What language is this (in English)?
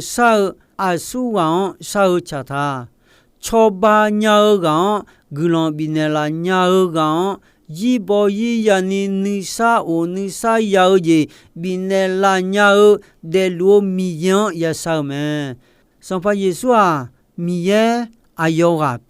Akha